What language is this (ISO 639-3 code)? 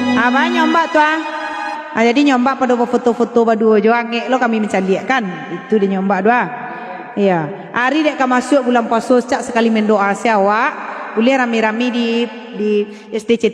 min